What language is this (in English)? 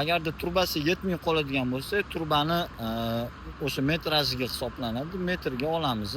Uzbek